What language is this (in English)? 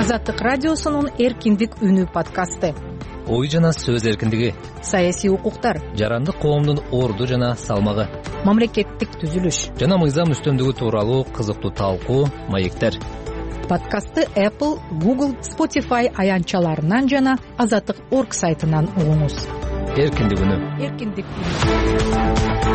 Kyrgyz